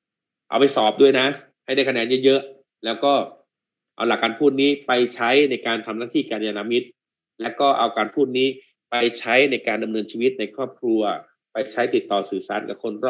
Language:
Thai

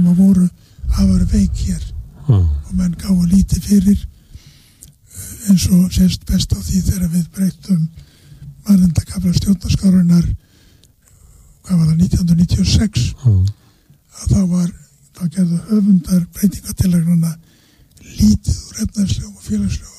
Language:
Icelandic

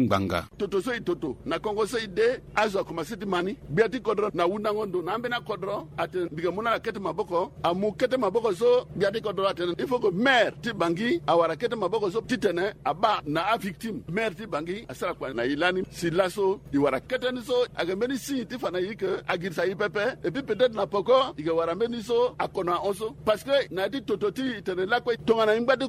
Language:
Sango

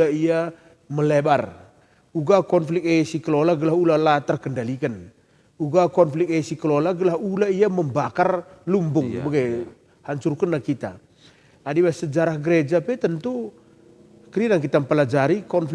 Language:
Batak Karo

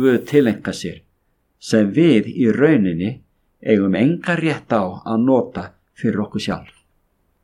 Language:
Icelandic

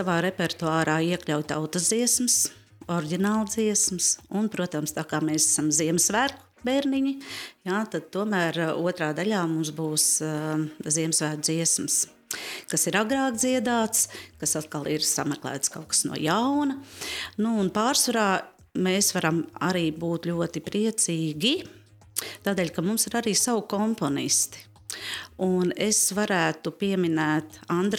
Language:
Latvian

